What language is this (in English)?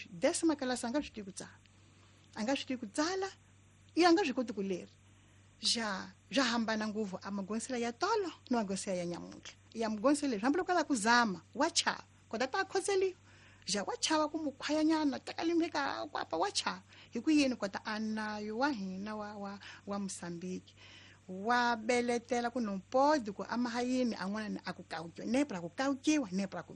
Tsonga